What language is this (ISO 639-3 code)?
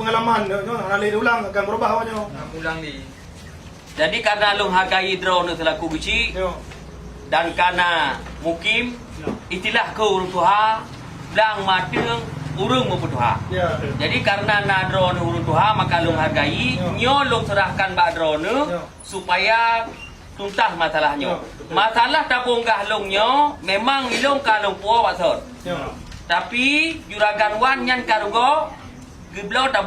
ace